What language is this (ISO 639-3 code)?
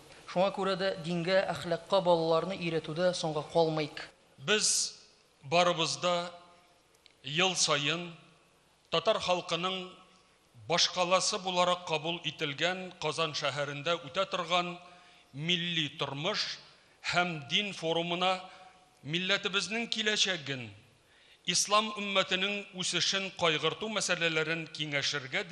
tat